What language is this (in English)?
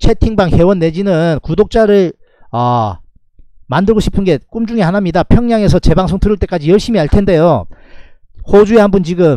Korean